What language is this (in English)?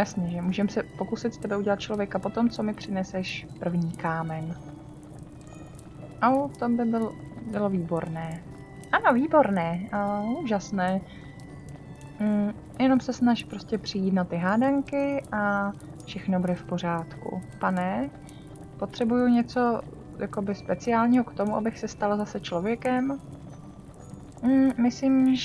Czech